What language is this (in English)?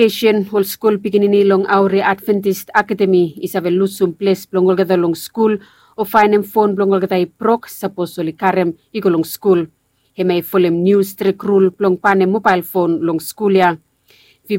Bislama